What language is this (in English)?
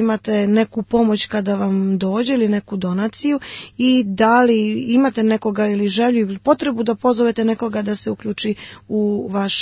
Croatian